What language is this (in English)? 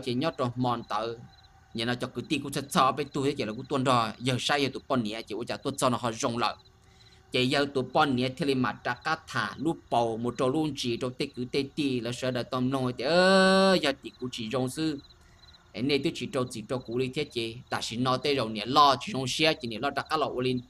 Hmong